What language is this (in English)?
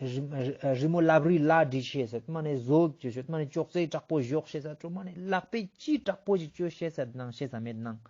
Ladakhi